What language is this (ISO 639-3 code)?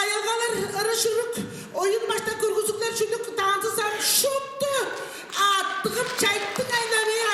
tyv